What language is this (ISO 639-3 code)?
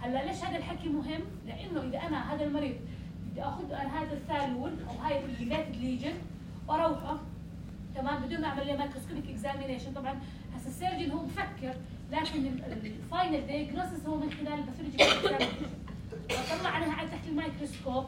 apc